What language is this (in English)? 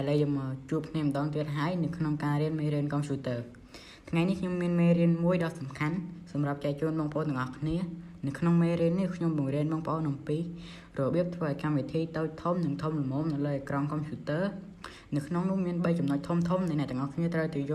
Khmer